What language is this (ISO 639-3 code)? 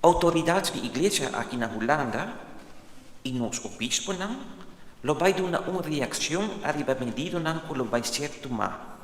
pap